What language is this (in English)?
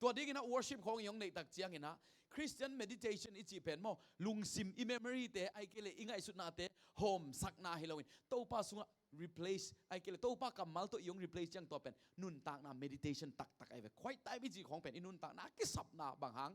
Tedim Chin